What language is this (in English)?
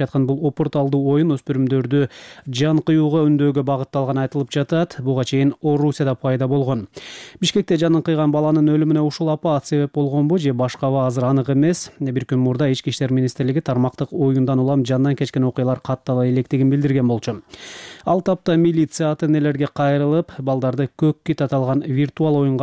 Kyrgyz